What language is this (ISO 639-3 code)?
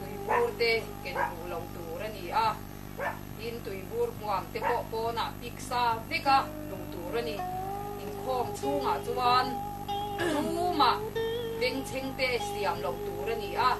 lus